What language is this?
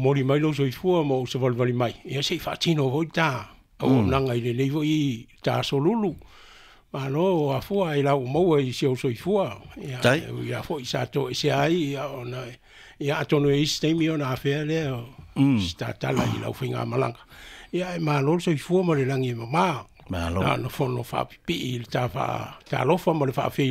Samoan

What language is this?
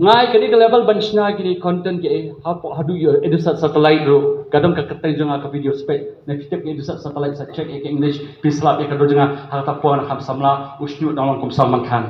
Khasi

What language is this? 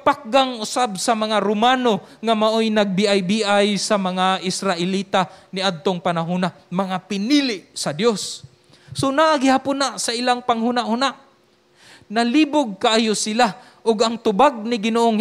Cebuano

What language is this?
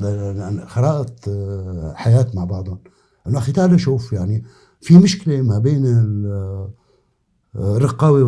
North Levantine Arabic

